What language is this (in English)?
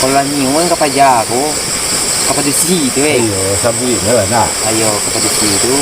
Minangkabau